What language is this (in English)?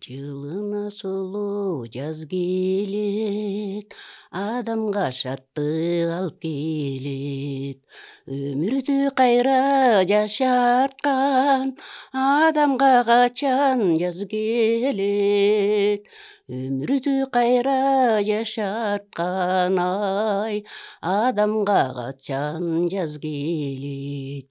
Kyrgyz